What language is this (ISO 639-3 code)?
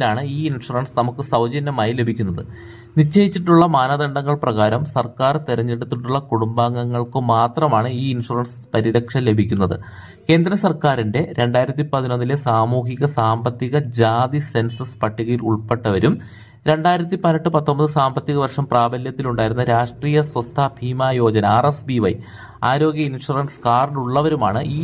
mal